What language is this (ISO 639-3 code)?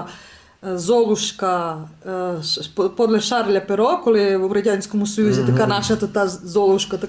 rue